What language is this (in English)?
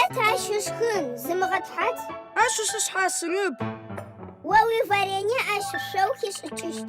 Adyghe